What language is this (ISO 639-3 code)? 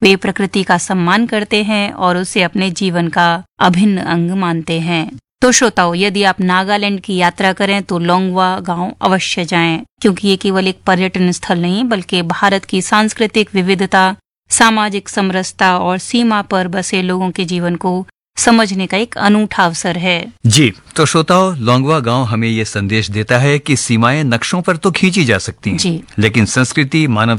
hin